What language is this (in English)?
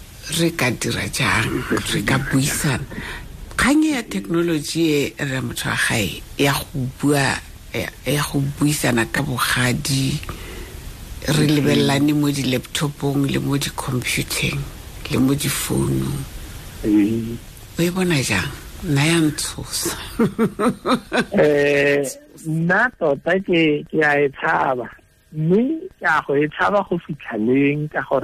Tswana